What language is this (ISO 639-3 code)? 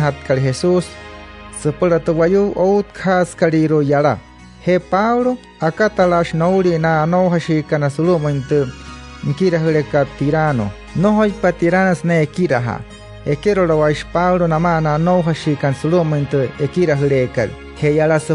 guc